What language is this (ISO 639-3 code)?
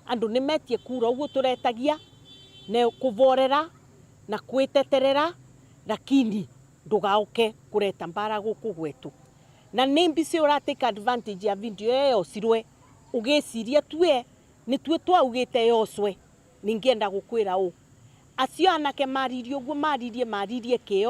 mer